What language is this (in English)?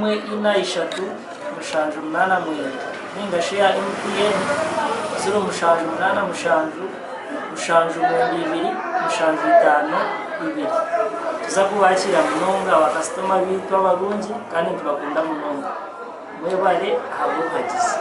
Nyankole